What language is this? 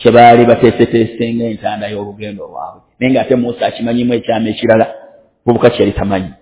Ganda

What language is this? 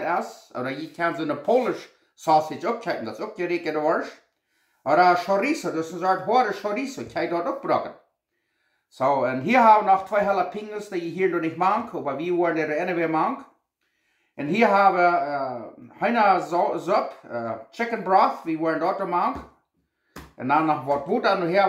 Plautdietsch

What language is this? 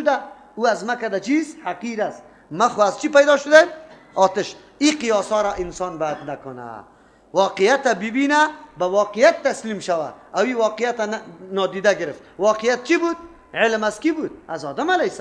Persian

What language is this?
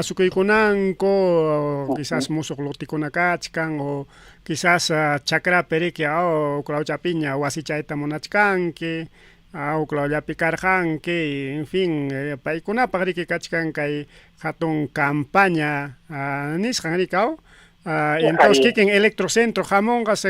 Ayacucho Quechua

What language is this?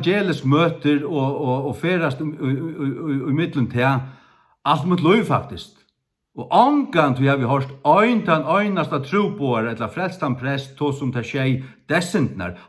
Faroese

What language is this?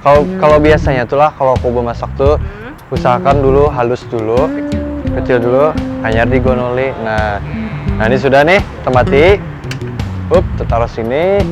Banjar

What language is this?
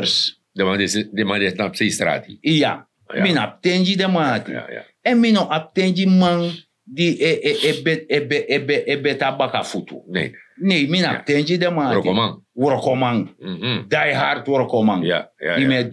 Sranan Tongo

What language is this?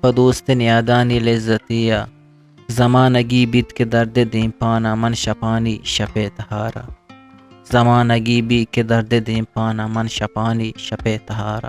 Eastern Balochi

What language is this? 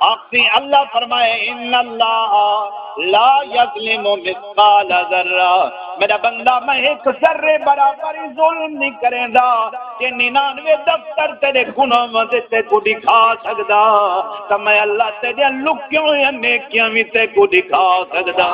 Saraiki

